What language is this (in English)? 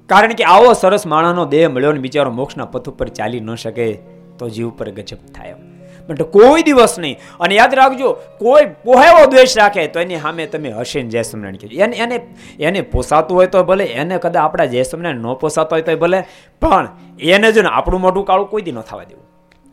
Gujarati